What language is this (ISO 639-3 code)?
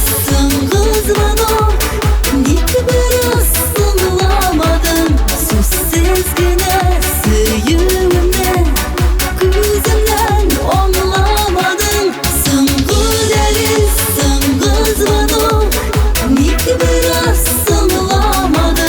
tat